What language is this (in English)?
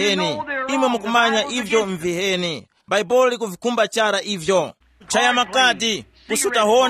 Tumbuka